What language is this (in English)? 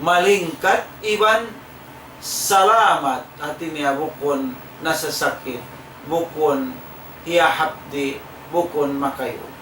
Tausug